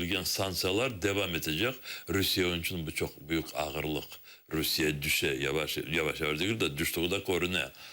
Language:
Crimean Tatar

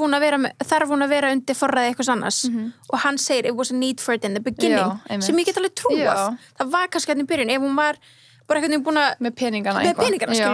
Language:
Icelandic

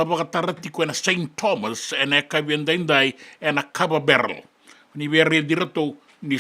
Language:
Fijian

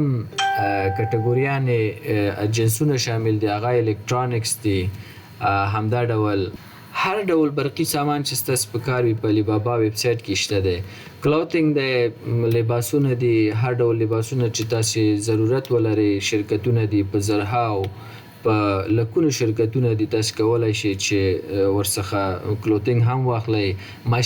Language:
Pashto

